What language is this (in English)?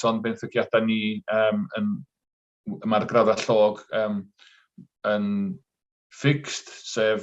Welsh